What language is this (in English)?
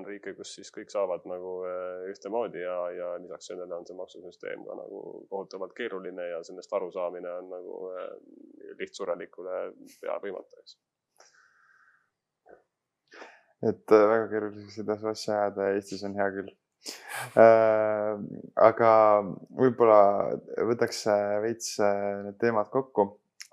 Estonian